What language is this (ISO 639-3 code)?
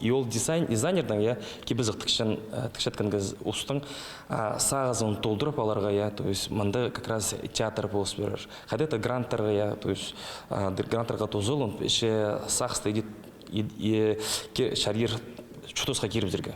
kjh